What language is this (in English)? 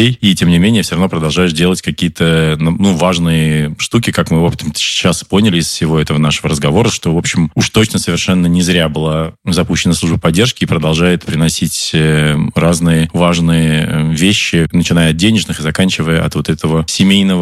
Russian